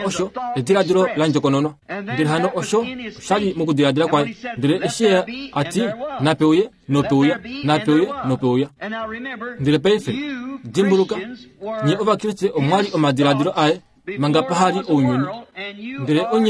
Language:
Kuanyama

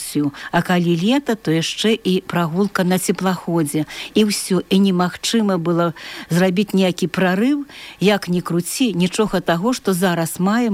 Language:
Belarusian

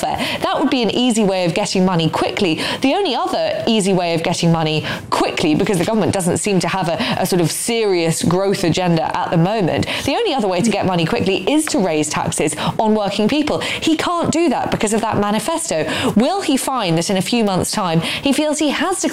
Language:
English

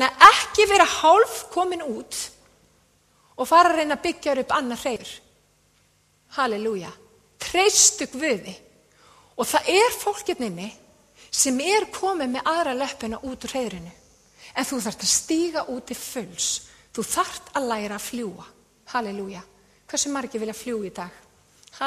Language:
Icelandic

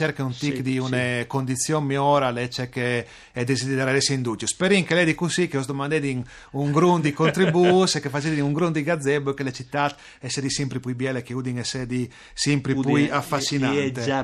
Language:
Friulian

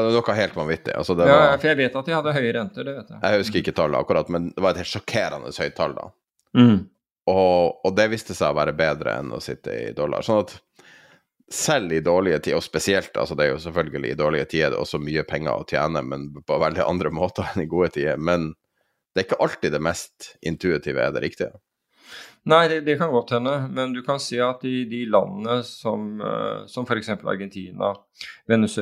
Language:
Norwegian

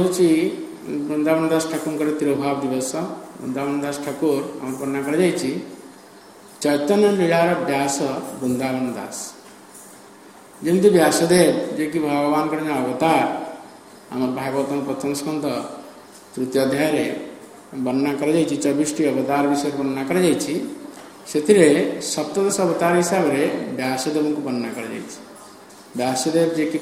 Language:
Odia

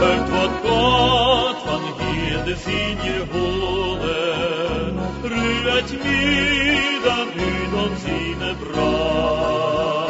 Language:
Plautdietsch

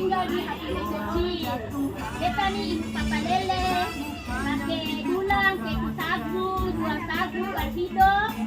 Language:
Ambonese Malay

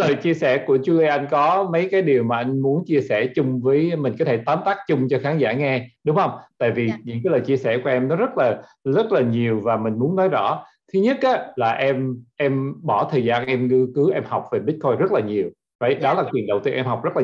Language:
Vietnamese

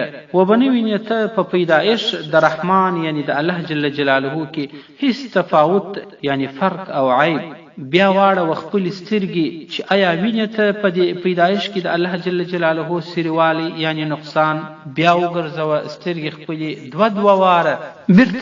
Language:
Pashto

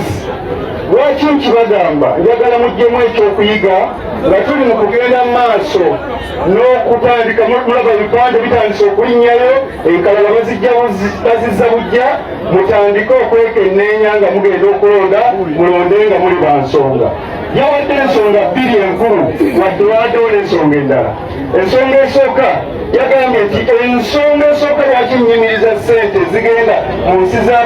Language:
Ganda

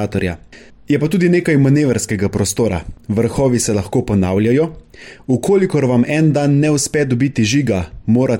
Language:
Slovenian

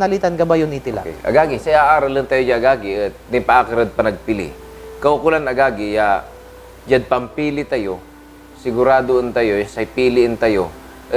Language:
Pangasinan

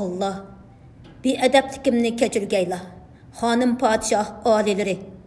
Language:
Uyghur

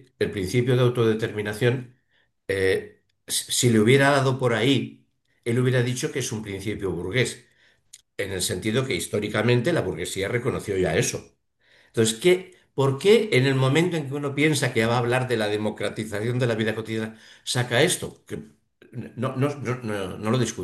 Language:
Spanish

